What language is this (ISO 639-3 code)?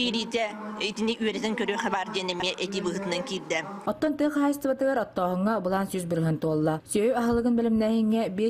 sah